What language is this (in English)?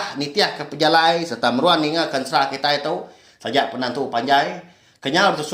Iban